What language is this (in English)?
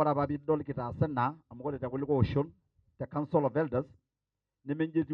Masai